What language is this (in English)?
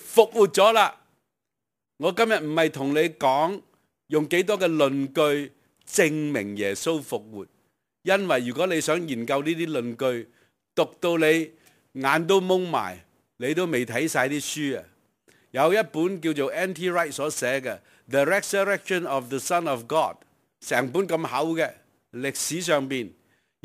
Cantonese